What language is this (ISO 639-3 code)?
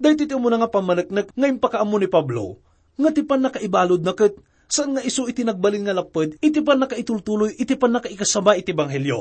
ilo